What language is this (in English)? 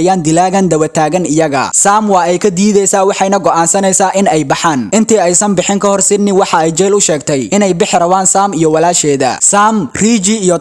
Somali